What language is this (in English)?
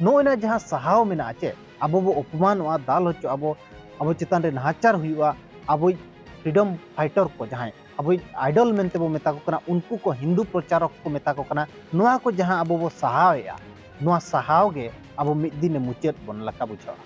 Santali